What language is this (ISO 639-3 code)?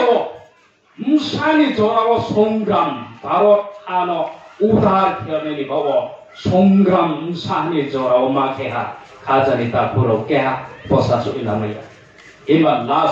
ria